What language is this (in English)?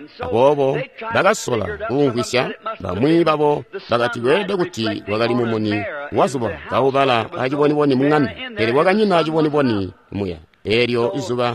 Tonga (Zambia)